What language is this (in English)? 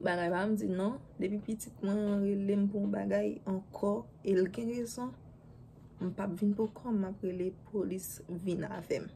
Haitian Creole